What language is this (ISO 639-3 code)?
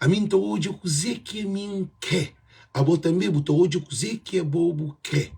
kea